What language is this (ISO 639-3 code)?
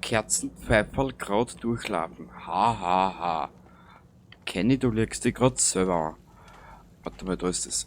bar